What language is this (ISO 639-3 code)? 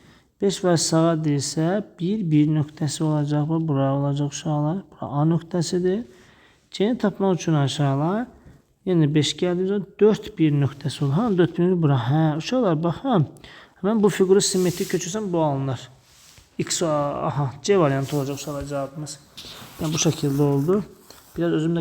aze